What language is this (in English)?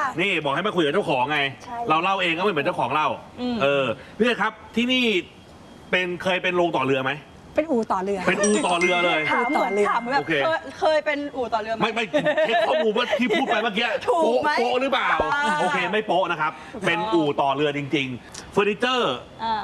Thai